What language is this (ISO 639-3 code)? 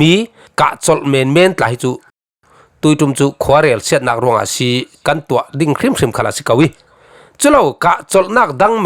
cfm